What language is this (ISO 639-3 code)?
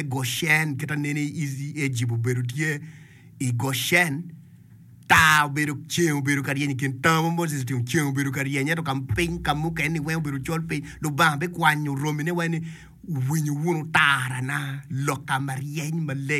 ach